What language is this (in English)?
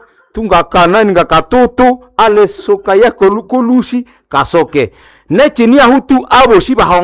Nande